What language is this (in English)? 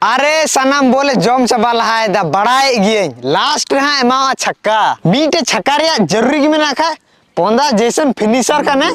Santali